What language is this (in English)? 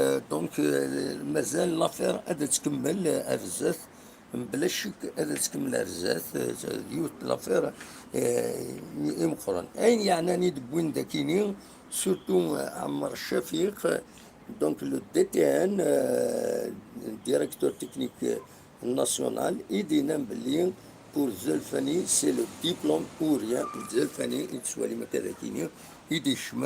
Kabyle